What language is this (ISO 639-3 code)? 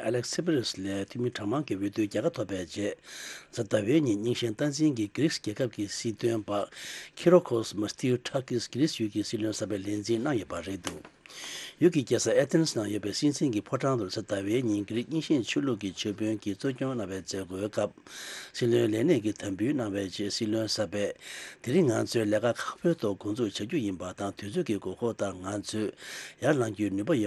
bod